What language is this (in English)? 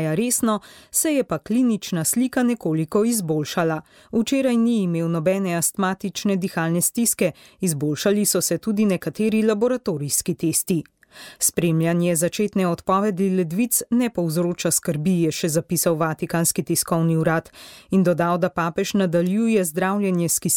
Slovenian